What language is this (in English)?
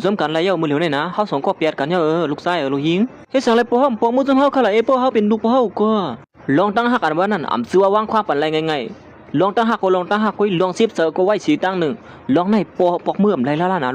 Shan